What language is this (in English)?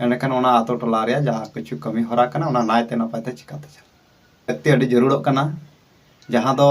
Santali